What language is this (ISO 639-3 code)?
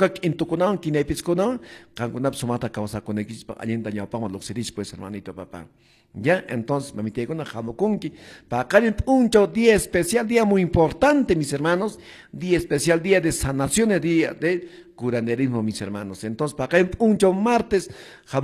que